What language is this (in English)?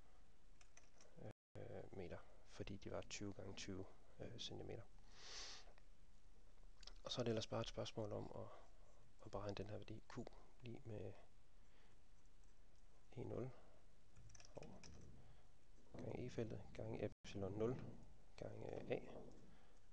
Danish